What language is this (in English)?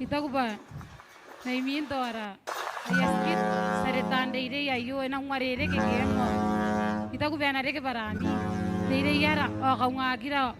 Gilbertese